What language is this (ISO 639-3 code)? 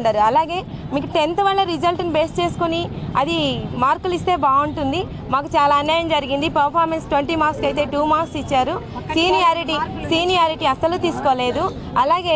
tel